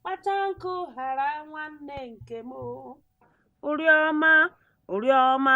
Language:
Igbo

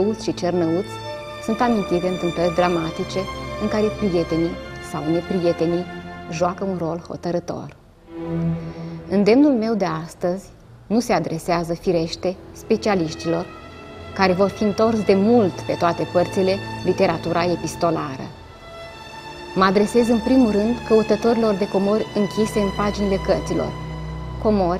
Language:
Romanian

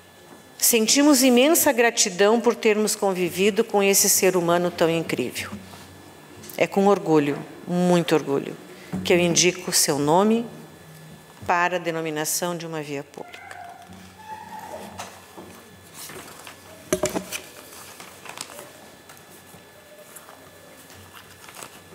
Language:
Portuguese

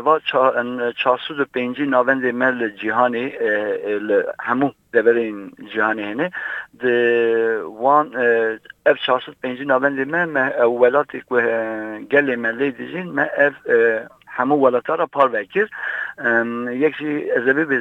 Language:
Kurdish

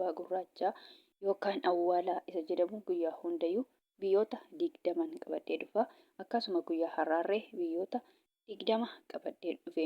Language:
Oromo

